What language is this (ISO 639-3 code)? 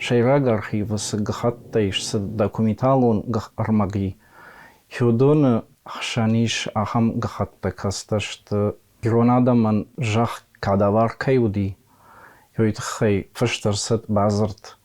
oss